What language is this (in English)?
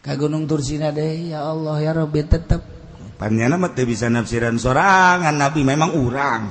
Sundanese